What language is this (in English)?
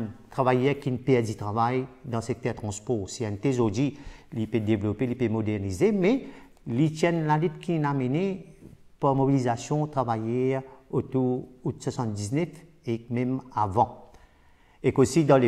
Morisyen